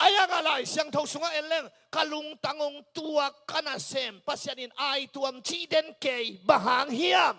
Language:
Tedim Chin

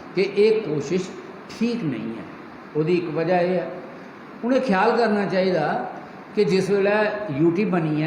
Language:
Dogri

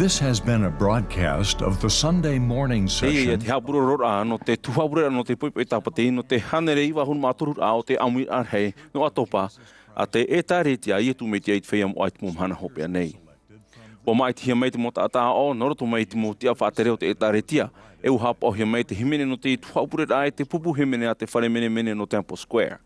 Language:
Tahitian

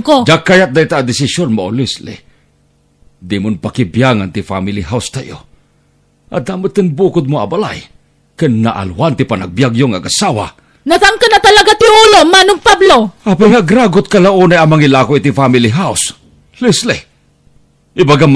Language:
Iloko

